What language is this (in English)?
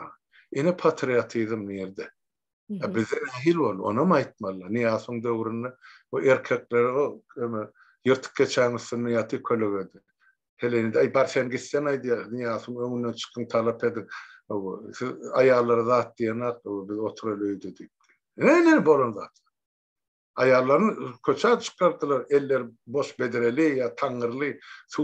Turkmen